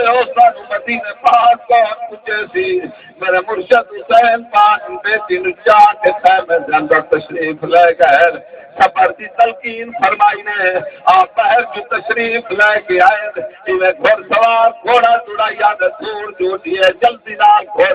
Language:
Saraiki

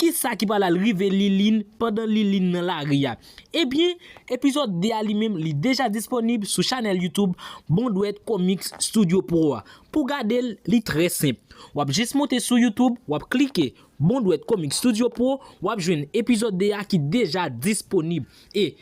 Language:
Haitian Creole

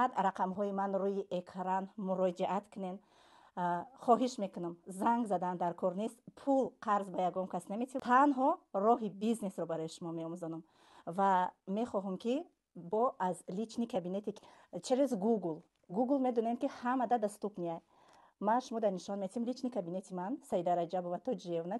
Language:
Tajik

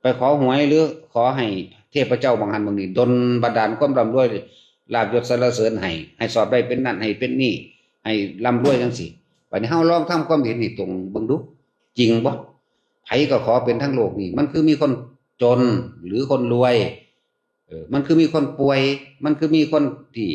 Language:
Northeastern Thai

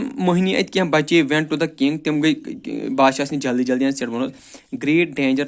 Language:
Kashmiri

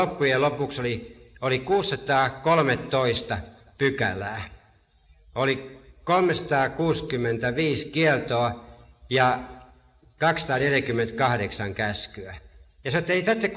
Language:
Finnish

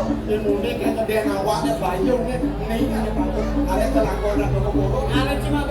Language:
Balinese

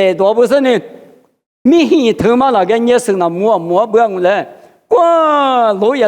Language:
Lisu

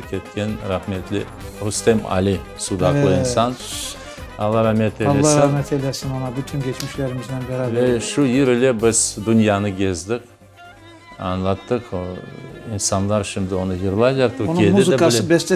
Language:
Crimean Tatar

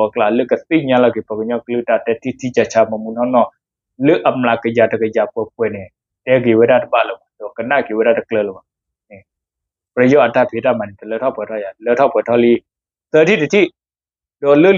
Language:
S'gaw Karen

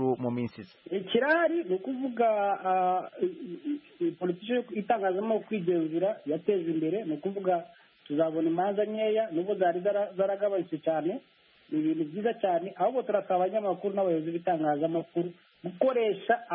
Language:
Kinyarwanda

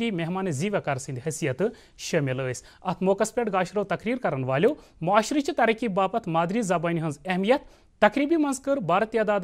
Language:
Kashmiri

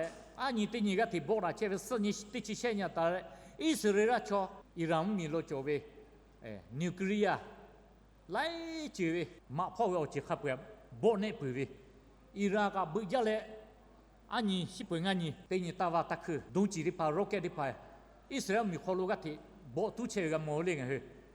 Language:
Lahu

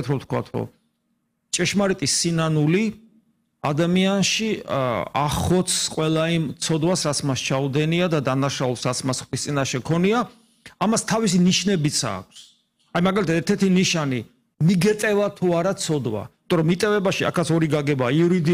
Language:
Georgian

